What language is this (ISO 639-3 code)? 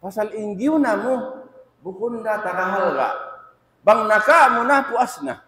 tsg